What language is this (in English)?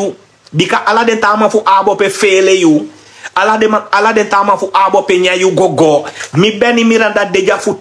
Sranan Tongo